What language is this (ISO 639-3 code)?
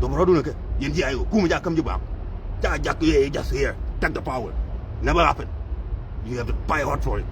nus